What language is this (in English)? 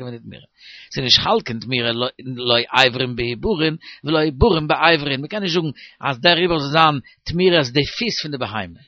Yiddish